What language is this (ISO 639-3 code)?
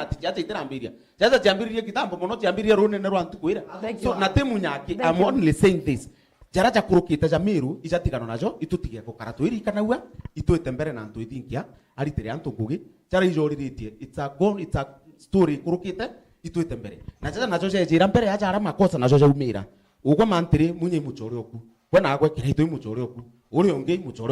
mer